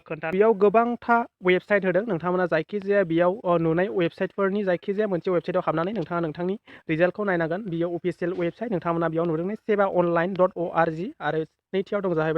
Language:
Bodo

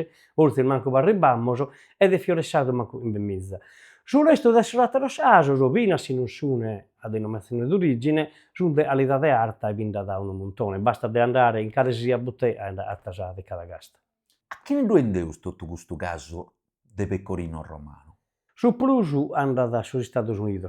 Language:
Sardinian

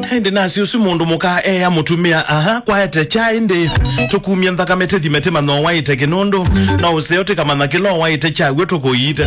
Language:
Kamba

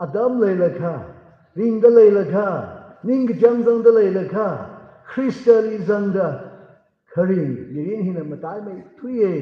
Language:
Tangkhul Naga (India)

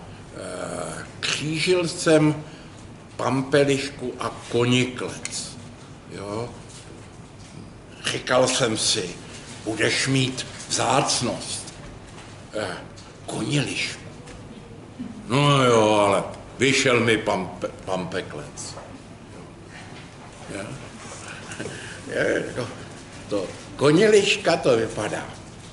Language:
Czech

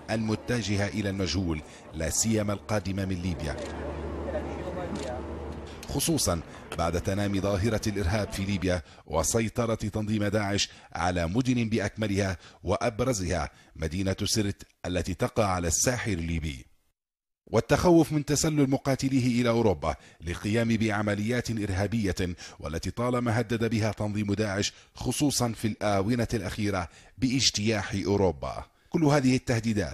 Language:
Arabic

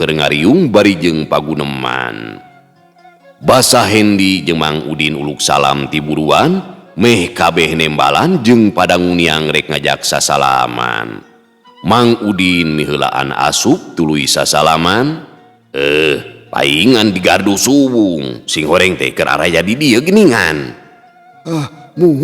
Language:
Sundanese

